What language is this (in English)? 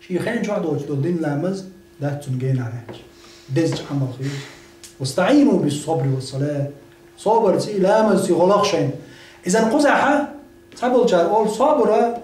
Chechen